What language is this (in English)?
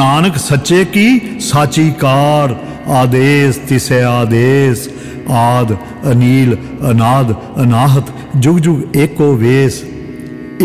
Punjabi